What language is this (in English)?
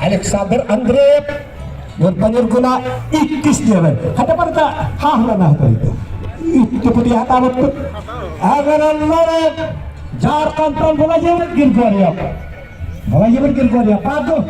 Yakut